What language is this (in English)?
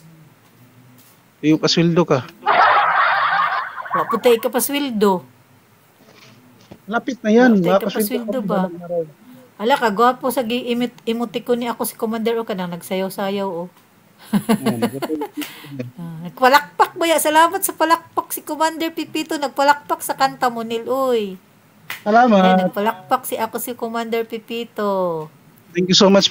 Cebuano